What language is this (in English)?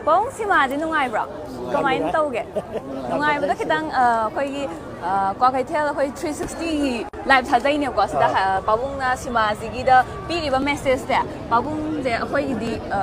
Manipuri